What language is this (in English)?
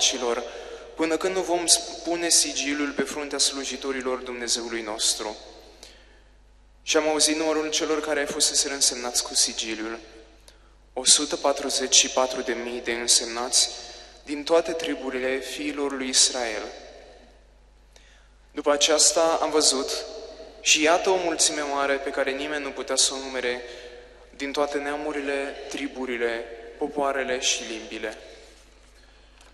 Romanian